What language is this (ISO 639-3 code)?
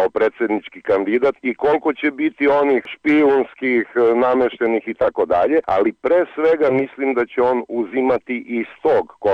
srp